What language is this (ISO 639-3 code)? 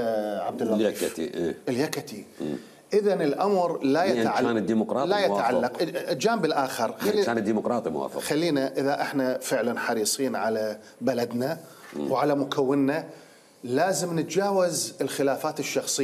acm